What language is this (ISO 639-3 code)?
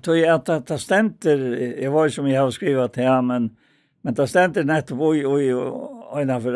fao